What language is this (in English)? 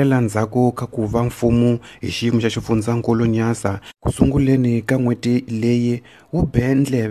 Tsonga